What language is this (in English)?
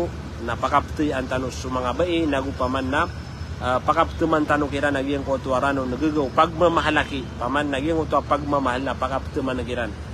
Maranao